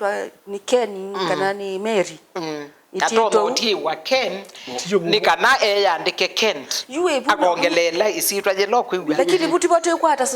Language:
Kamba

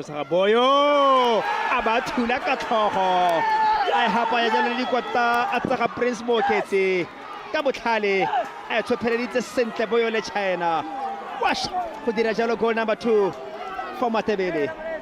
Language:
Tswana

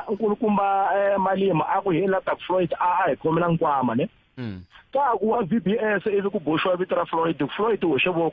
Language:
Tsonga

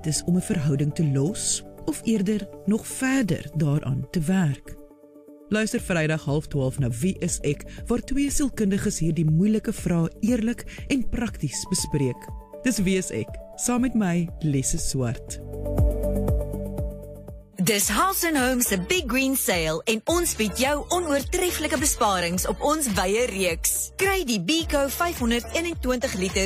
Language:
Afrikaans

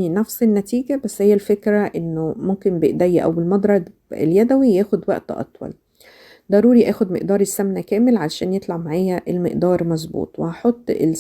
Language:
Egyptian Arabic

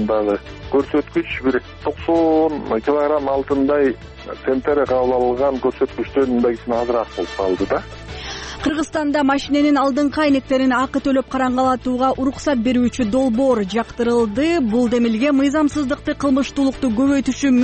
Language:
Kyrgyz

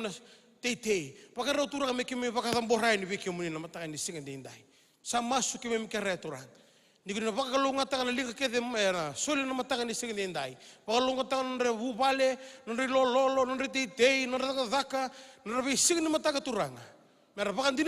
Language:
Fijian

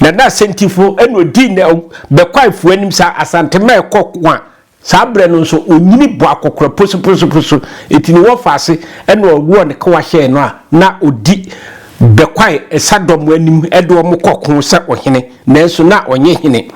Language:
Akan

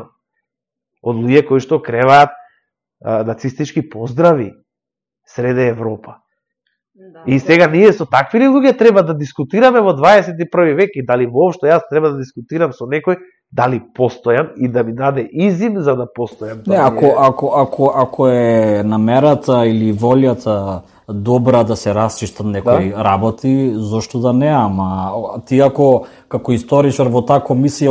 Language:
Macedonian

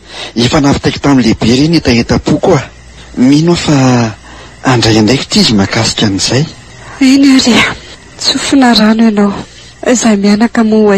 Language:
Malagasy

